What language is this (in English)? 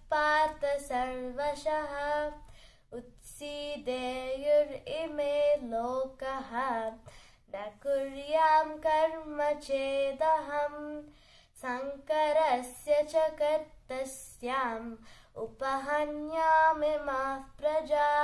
Sanskrit